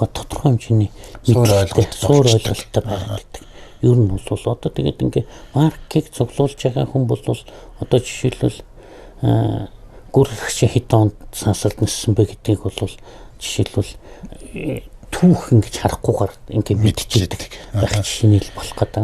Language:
Mongolian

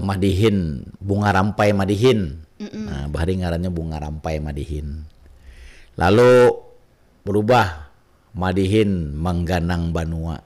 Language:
Banjar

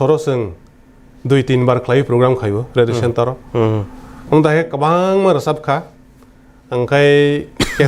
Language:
Kok Borok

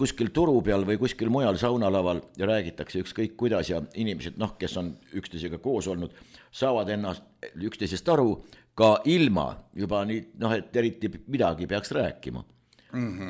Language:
Estonian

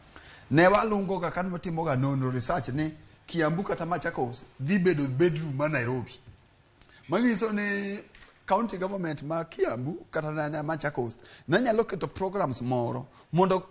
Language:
Luo (Kenya and Tanzania)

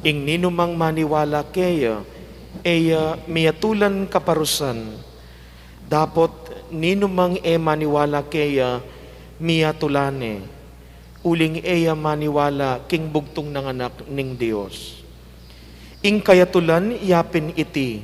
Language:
Pampanga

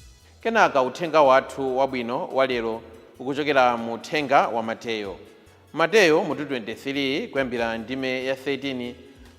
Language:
Nyanja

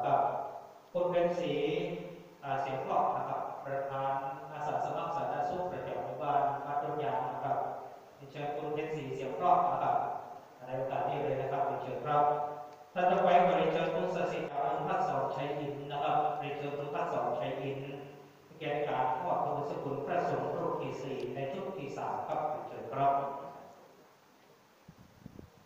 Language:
Thai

